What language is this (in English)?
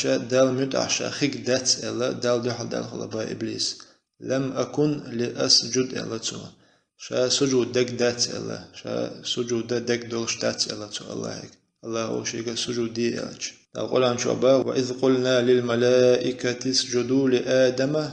Chechen